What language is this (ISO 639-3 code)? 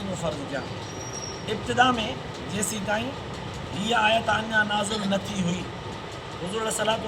snd